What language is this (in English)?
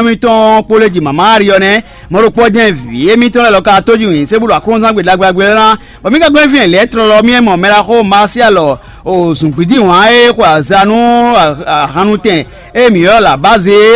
Fon